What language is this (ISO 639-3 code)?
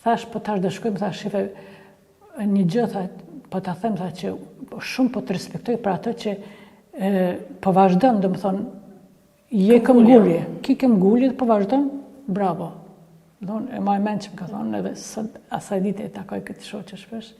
sqi